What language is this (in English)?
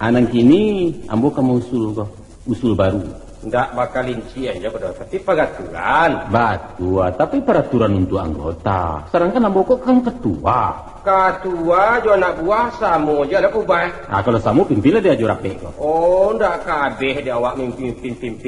Minangkabau